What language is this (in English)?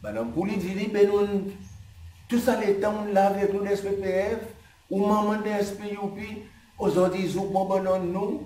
Seselwa Creole French